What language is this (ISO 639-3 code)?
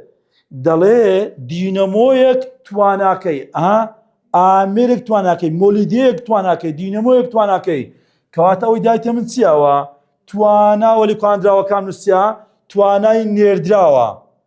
ckb